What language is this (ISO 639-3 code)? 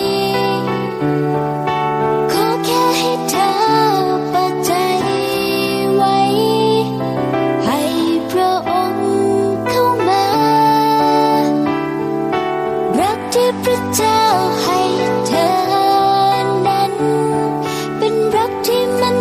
tha